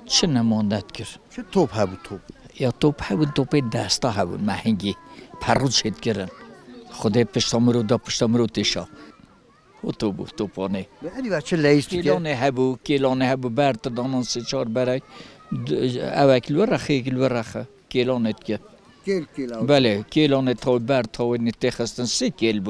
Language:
Kurdish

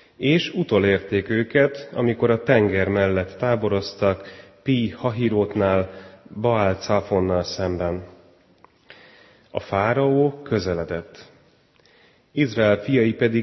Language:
Hungarian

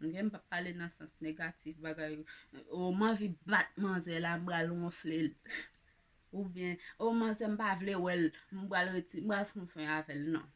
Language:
Haitian Creole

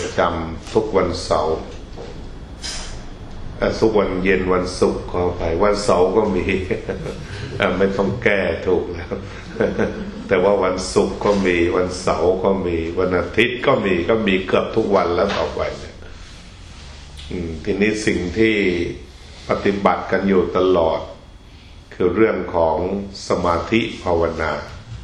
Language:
Thai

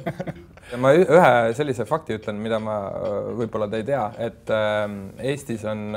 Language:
Estonian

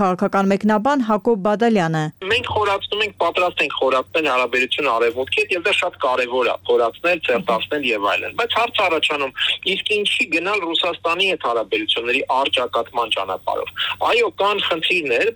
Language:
Armenian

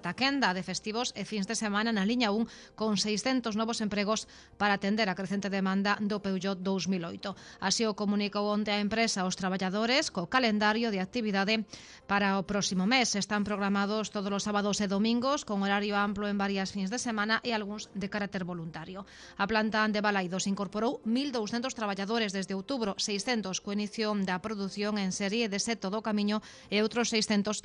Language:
Galician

